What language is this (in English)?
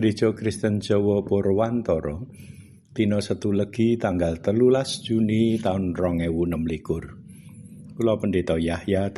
Javanese